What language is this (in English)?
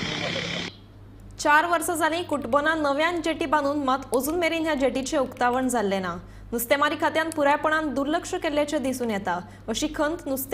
Konkani